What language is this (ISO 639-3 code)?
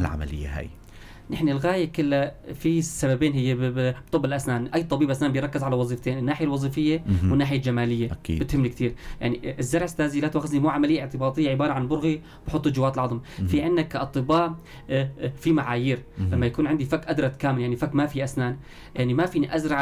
apc